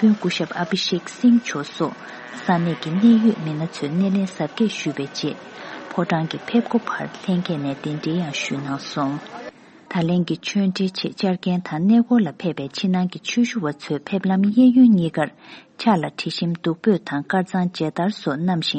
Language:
Tibetan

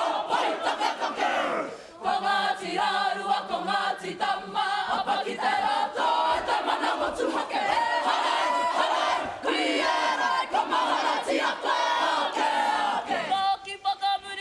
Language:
Māori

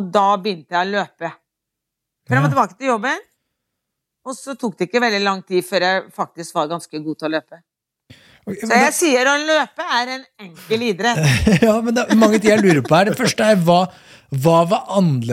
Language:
Norwegian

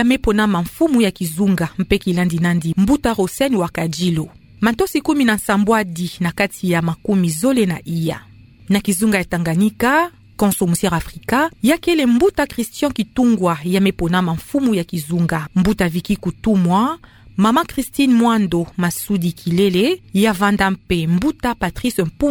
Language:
Kituba (Democratic Republic of Congo)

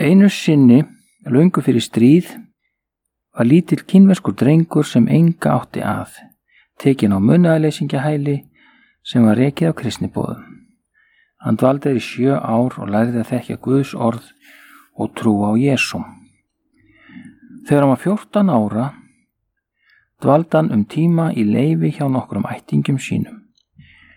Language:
Icelandic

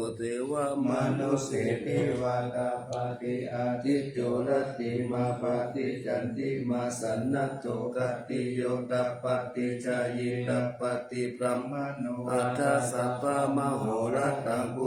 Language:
Pali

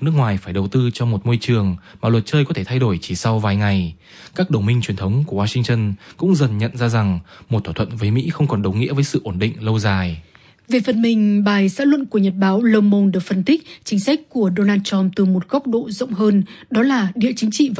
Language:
Vietnamese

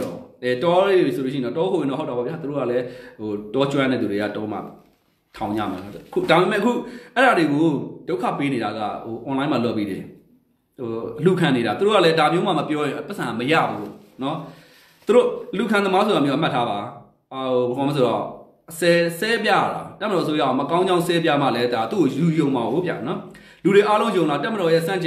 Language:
Burmese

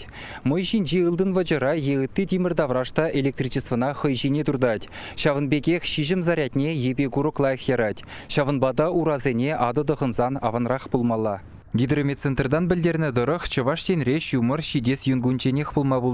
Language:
Chuvash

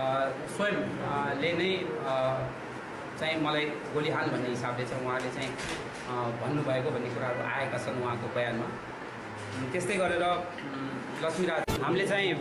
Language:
Nepali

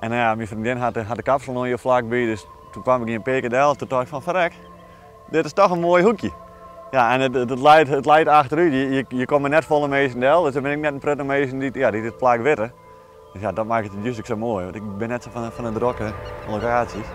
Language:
Western Frisian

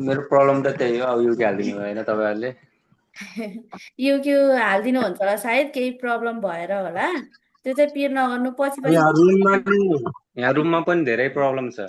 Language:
Nepali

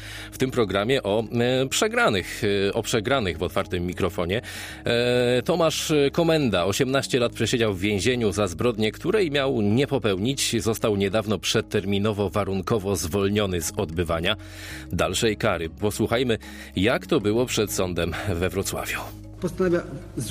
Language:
Polish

